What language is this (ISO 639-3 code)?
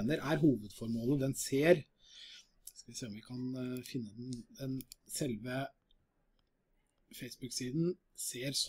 nor